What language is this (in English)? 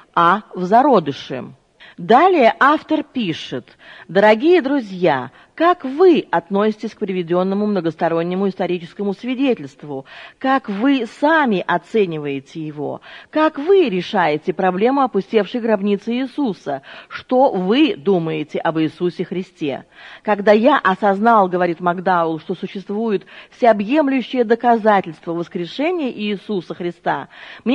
Russian